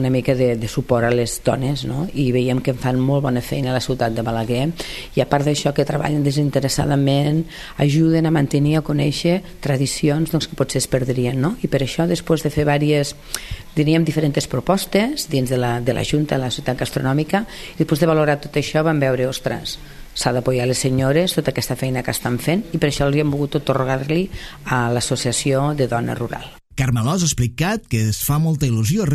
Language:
Catalan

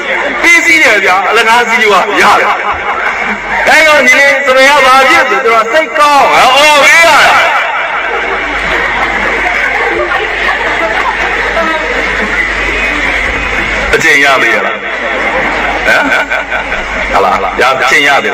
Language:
Burmese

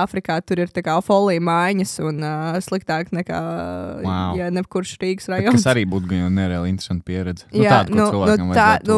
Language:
Latvian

